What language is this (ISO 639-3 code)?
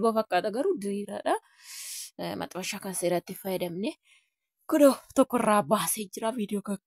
orm